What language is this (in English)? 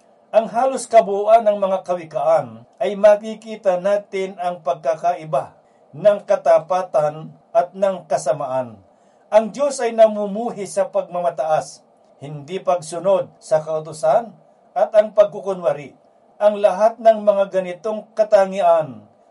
Filipino